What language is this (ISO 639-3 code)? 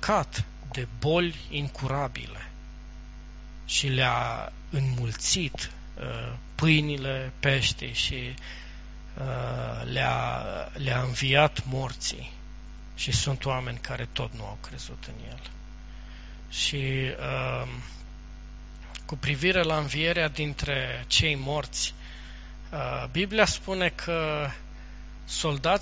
ron